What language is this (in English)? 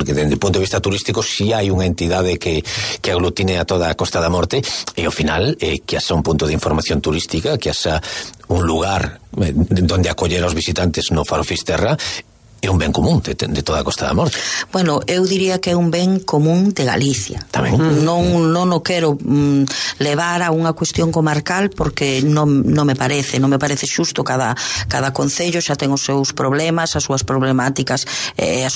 Galician